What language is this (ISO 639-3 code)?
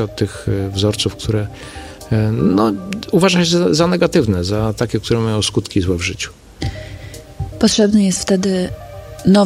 pol